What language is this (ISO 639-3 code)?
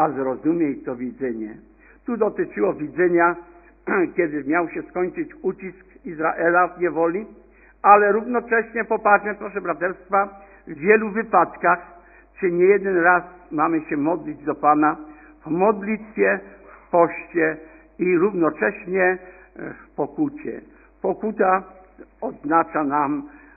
pol